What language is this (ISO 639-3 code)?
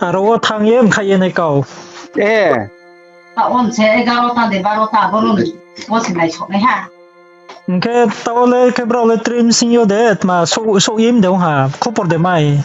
ria